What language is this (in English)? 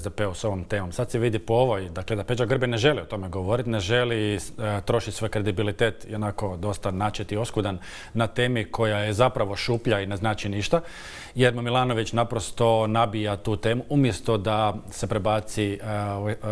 Croatian